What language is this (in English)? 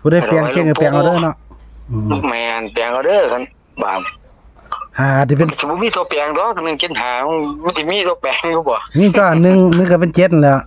Northeastern Thai